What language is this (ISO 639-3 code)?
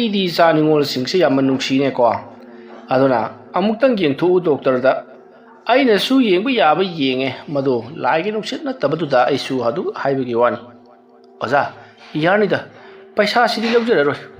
mni